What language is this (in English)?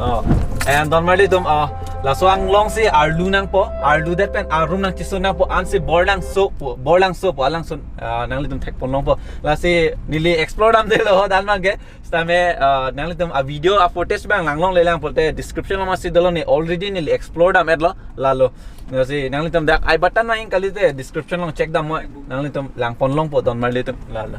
Karbi